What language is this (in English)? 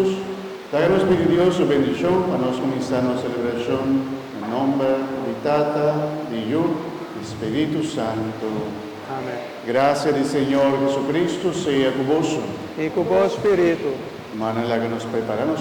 Papiamento